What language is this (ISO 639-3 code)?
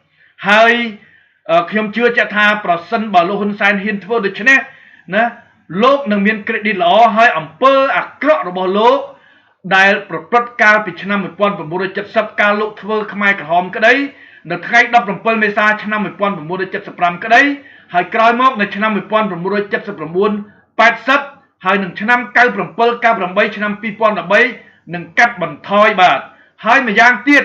khm